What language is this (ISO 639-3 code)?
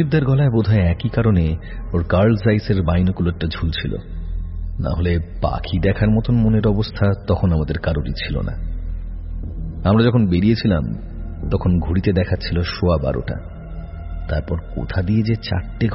ben